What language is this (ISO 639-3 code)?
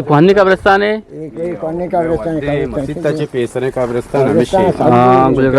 bgp